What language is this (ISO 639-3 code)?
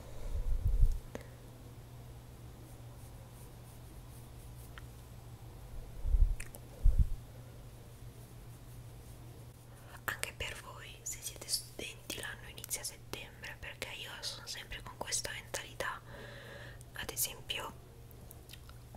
ita